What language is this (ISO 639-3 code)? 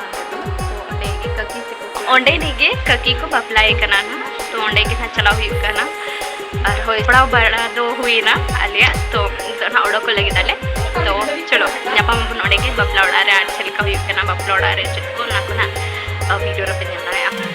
sat